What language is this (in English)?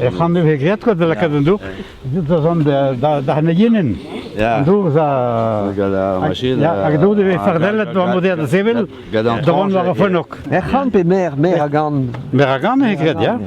Breton